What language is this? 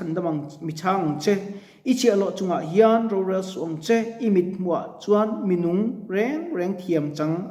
Mizo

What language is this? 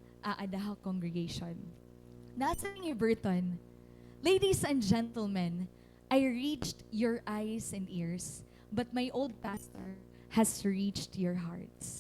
Waray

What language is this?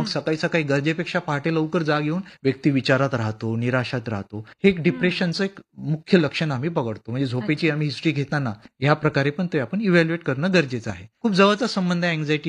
Marathi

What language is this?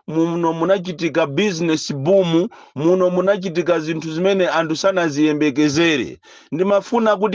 Nyanja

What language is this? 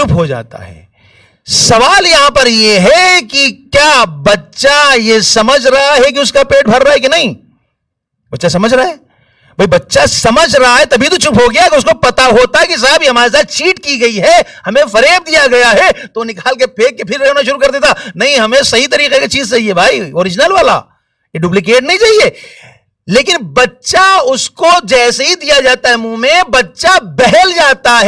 Urdu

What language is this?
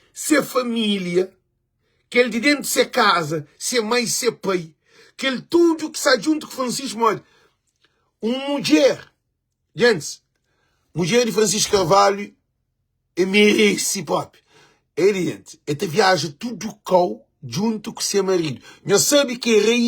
Kabuverdianu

